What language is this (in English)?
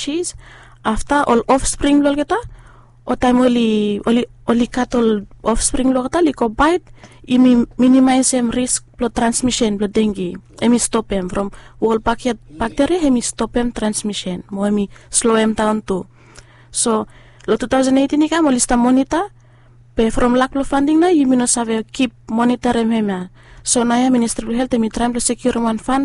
Bislama